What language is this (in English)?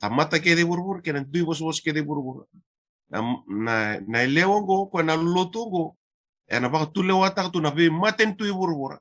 Fijian